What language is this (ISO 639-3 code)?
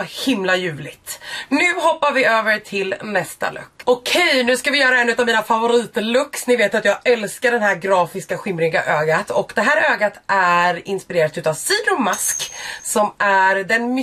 swe